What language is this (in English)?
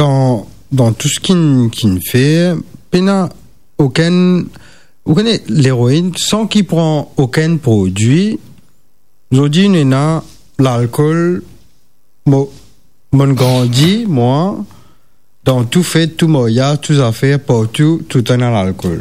Morisyen